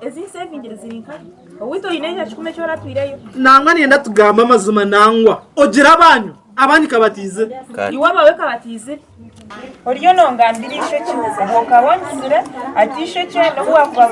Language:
Nyankole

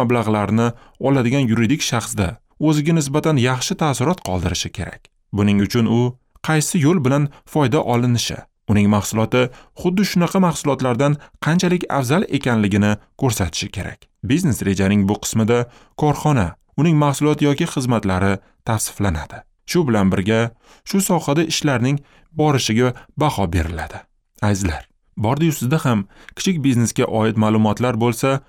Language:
Uzbek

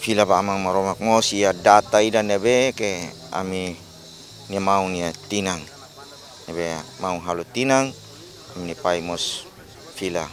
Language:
Tetum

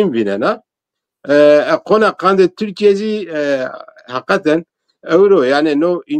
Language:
Zaza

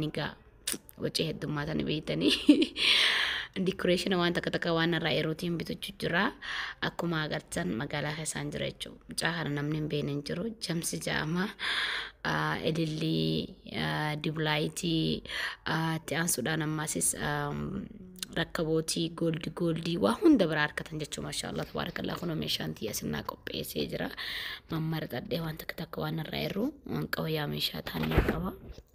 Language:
Oromo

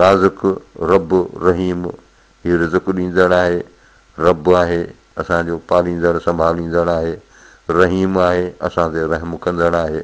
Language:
Sindhi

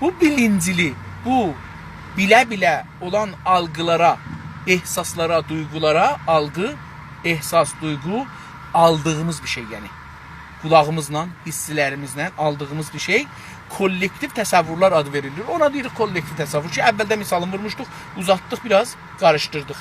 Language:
South Azerbaijani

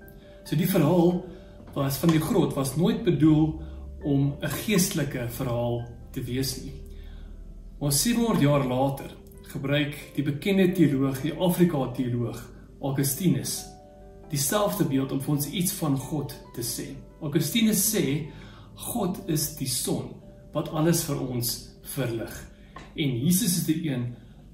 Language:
Afrikaans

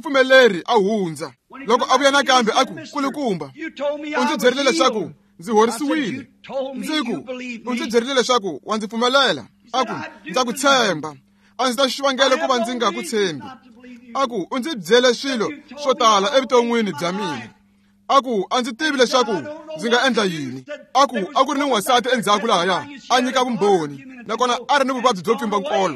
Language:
Tsonga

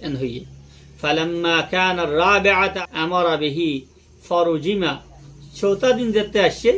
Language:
Rohingya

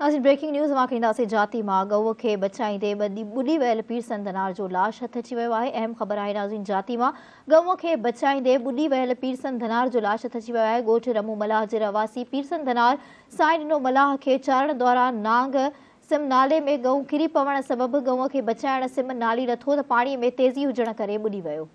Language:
Sindhi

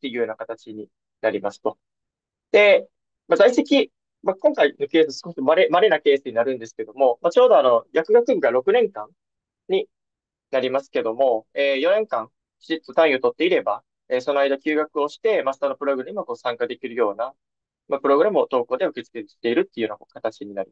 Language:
Japanese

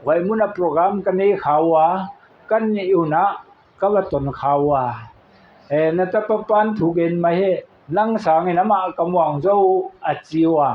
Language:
Paite Chin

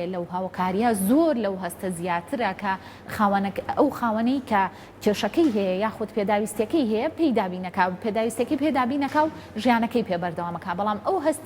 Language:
Central Kurdish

